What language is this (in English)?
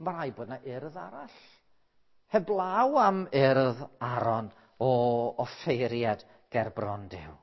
Welsh